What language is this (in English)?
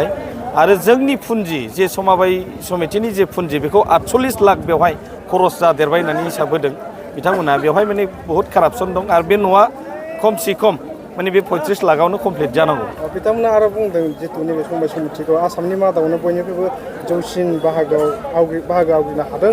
Bodo